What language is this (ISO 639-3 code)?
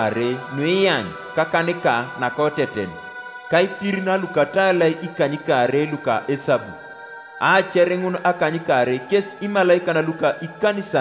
teo